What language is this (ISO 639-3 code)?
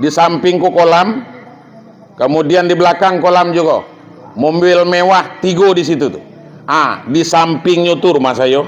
min